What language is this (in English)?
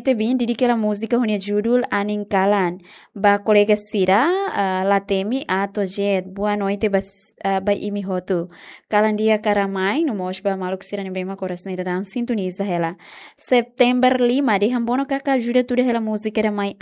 Tetum